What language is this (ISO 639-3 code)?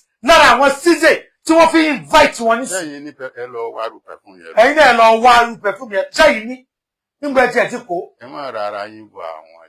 yor